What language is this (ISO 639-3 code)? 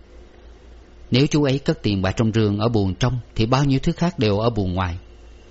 vie